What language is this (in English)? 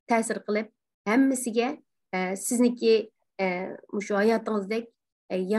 Uyghur